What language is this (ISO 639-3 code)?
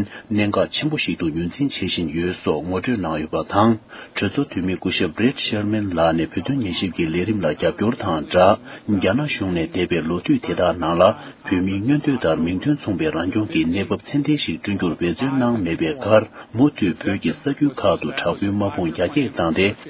bod